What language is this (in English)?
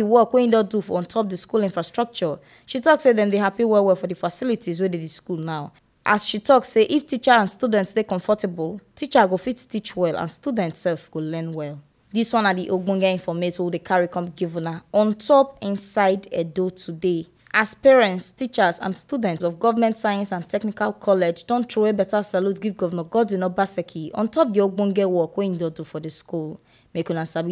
Nigerian Pidgin